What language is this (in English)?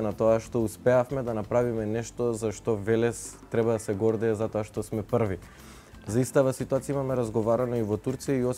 Macedonian